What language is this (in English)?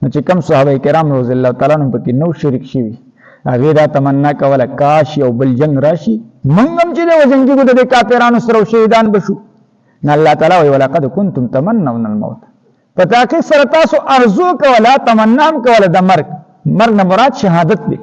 Pashto